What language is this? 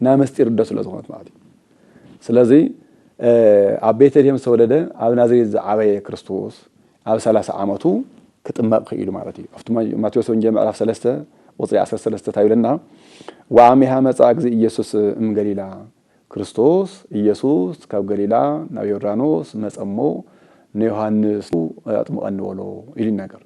Tigrinya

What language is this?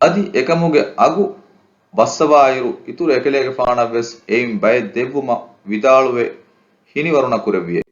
Divehi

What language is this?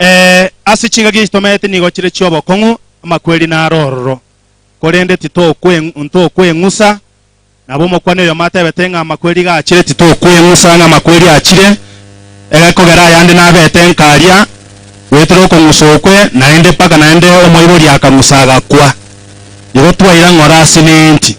Gusii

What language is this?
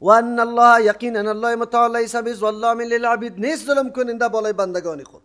Persian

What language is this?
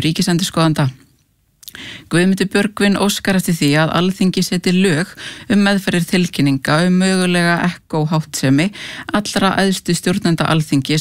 Icelandic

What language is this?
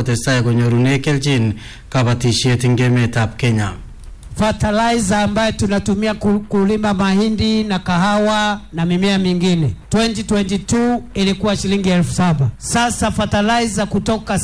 Swahili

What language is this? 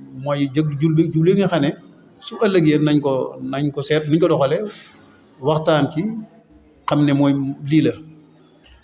Wolof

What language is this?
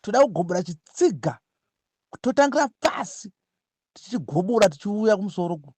Shona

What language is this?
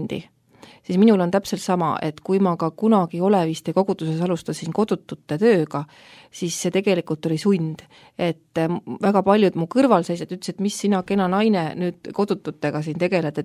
Estonian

